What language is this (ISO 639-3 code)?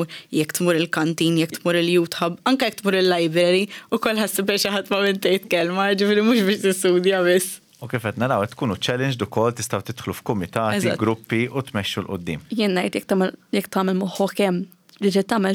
mlt